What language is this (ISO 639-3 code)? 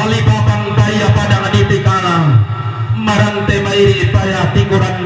sda